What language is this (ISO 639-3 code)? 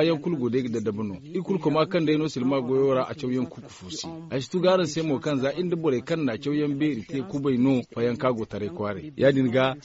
dje